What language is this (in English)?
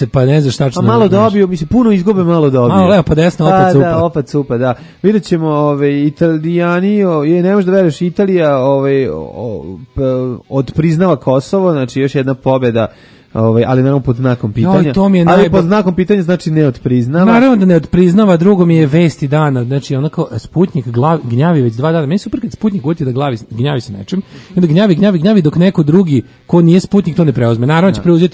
Serbian